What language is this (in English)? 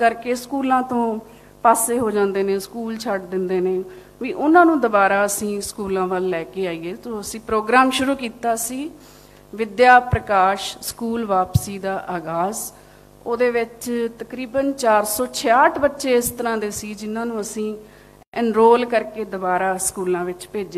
Punjabi